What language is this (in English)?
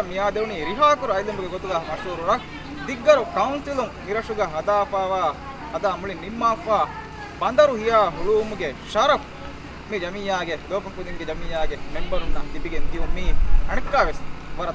Divehi